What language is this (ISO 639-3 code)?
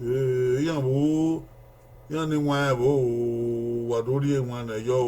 bin